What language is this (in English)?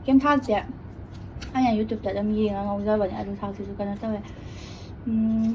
Manipuri